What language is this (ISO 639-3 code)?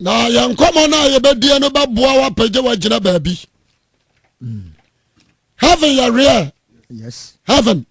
aka